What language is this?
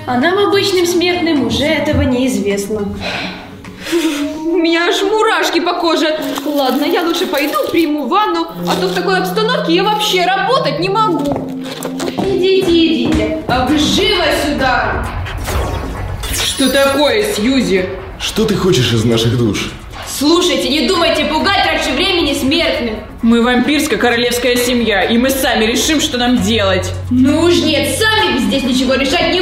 Russian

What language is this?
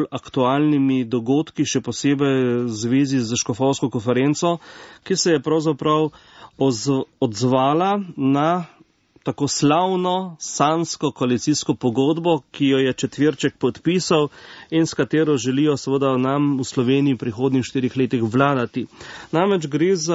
Slovenian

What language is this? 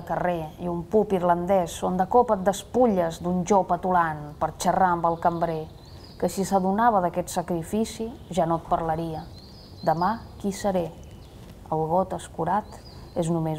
Catalan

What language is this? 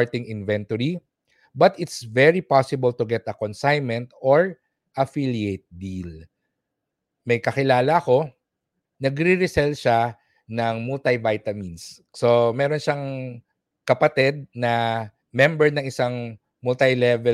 Filipino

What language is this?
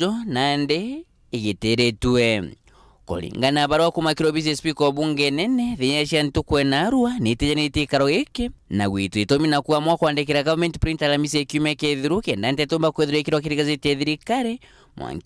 Meru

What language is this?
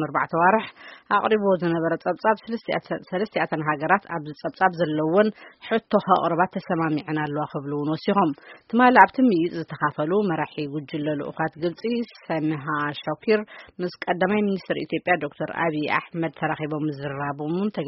Tigrinya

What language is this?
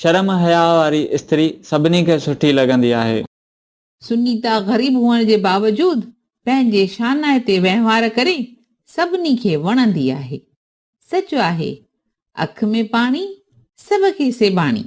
Sindhi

